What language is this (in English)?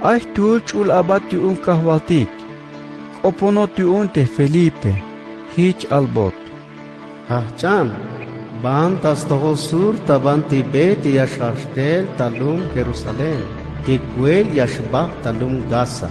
Tzeltal